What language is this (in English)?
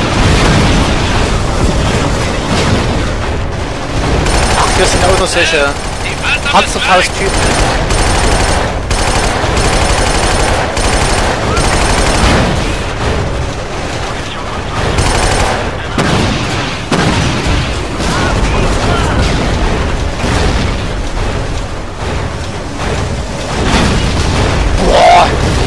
German